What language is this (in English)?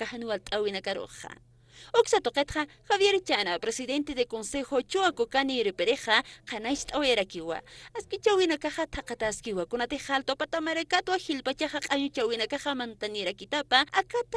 Aymara